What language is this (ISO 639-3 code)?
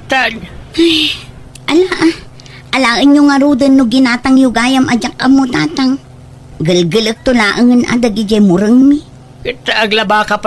ilo